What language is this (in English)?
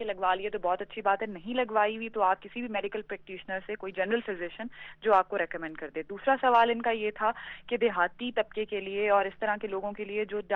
Urdu